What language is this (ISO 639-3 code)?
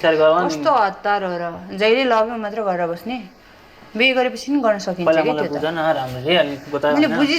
nep